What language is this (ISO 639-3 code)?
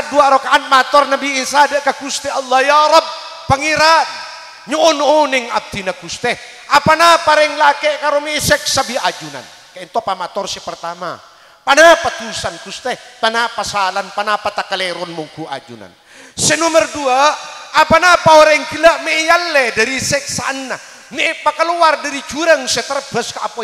mad